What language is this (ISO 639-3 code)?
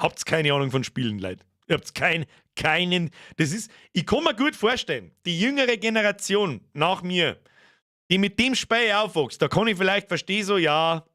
bar